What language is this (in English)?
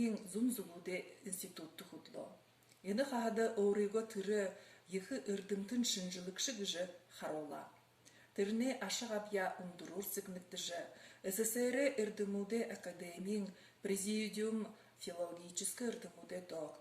Buriat